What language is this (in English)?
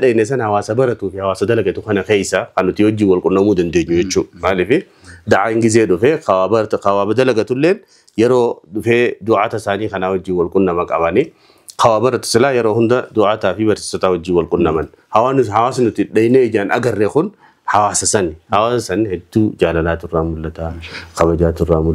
Oromo